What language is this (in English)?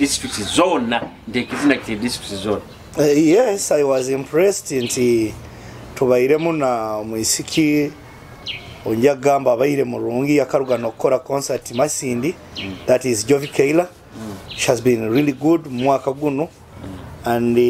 Nyoro